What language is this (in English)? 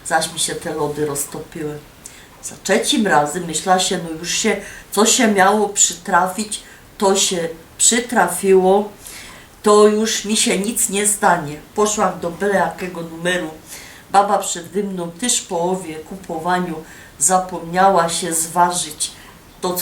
Silesian